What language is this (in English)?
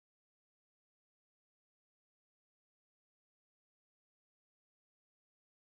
Kannada